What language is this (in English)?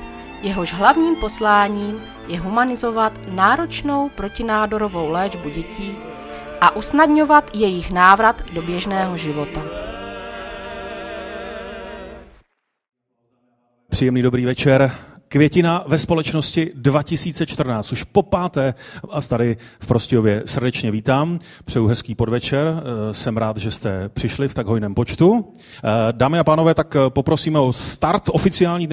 Czech